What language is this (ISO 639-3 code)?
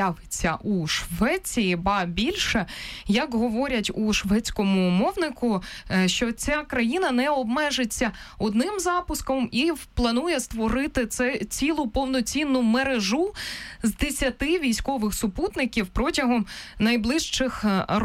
ukr